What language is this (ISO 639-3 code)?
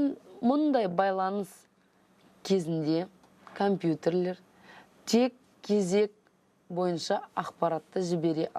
kaz